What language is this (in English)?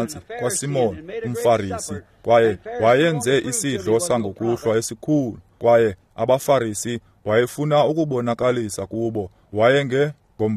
Xhosa